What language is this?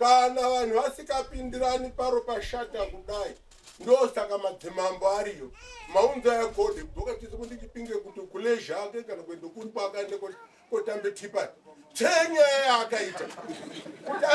Shona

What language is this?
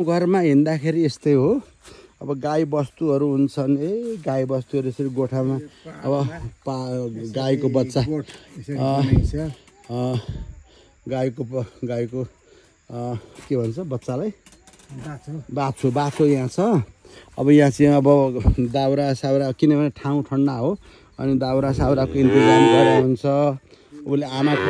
Nepali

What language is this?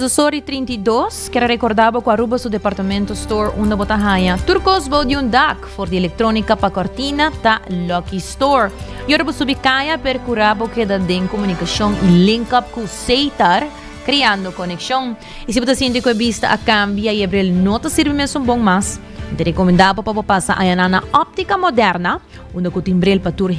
Papiamento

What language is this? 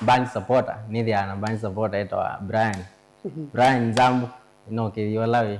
Kamba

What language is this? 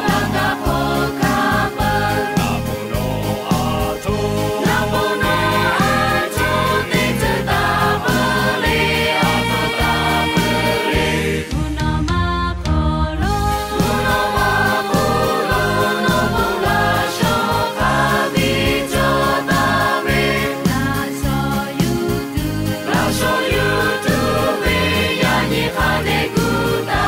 Lahu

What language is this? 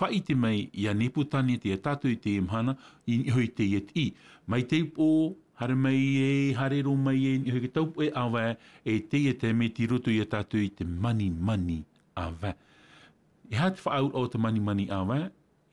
Tahitian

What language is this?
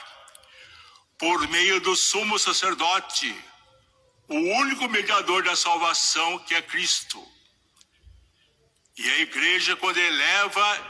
Portuguese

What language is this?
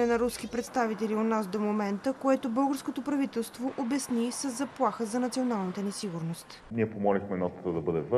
Bulgarian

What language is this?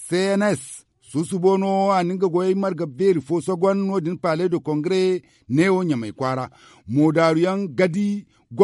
Zarma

